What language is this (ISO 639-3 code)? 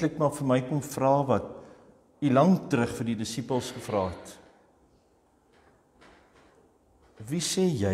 afr